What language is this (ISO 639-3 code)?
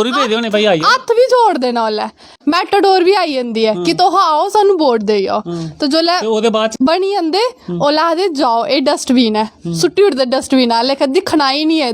doi